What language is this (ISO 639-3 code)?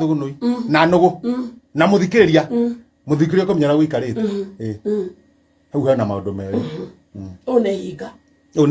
kik